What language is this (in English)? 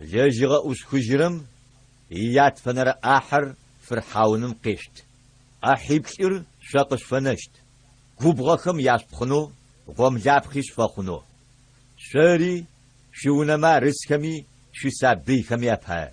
Adyghe